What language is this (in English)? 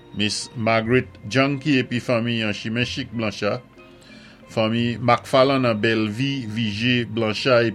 Saint Lucian Creole French